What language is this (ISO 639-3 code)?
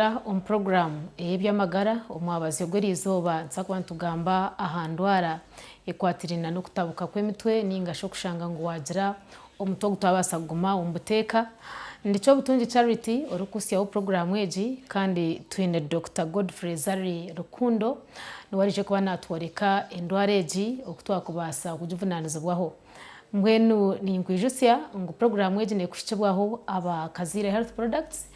nyn